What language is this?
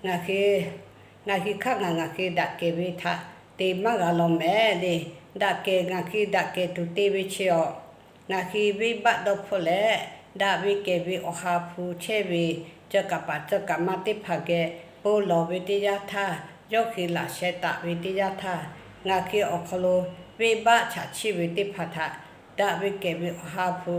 Lahu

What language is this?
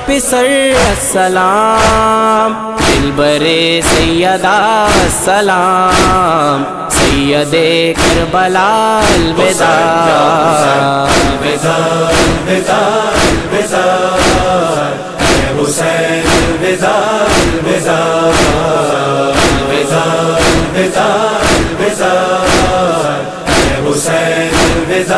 Urdu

